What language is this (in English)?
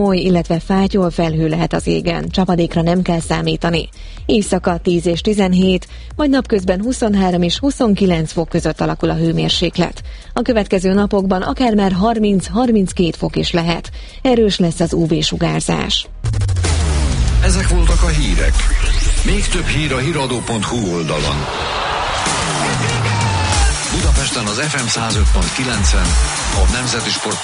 Hungarian